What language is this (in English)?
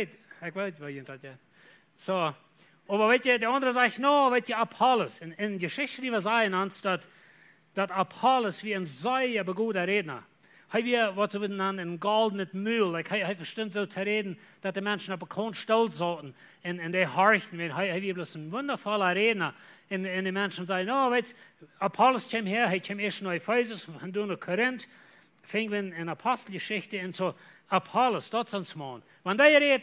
Plautdietsch